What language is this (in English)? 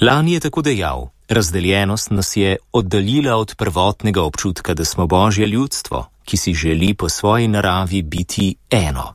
Slovenian